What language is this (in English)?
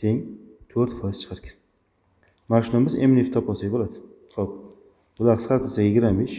Uzbek